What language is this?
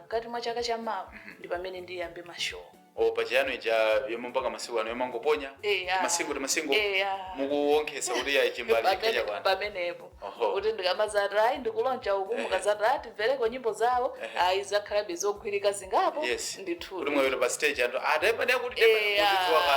Nyanja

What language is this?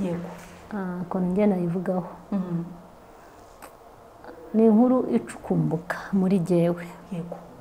Kinyarwanda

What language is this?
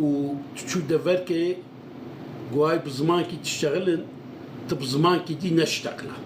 Kurdish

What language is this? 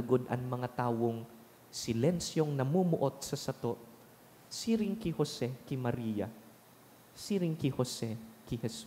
Bikol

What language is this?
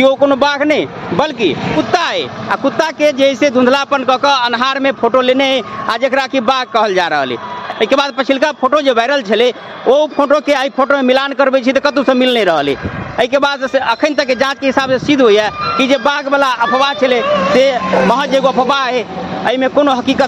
Maithili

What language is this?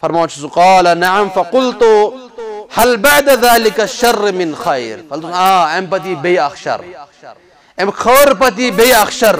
Kashmiri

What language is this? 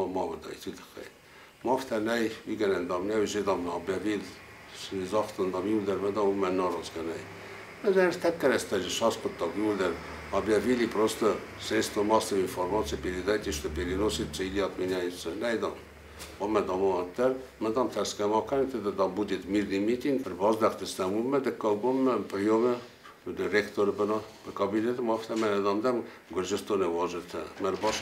Ossetic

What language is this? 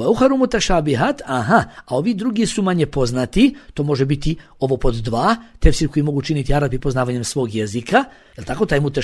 Bosnian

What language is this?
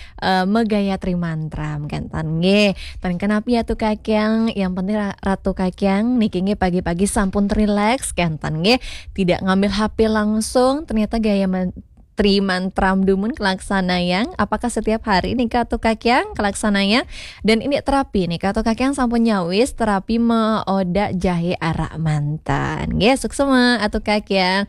Balinese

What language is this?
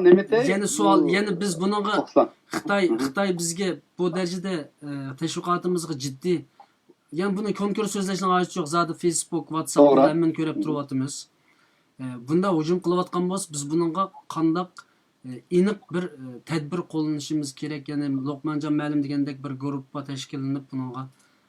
Uyghur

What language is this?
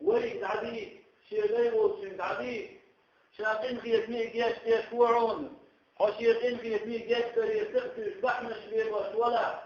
Chechen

